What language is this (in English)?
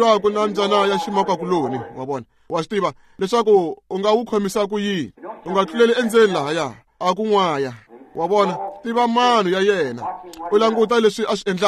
Tsonga